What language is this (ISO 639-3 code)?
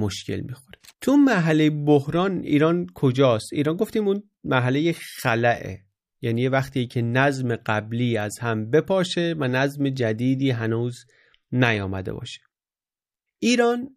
fas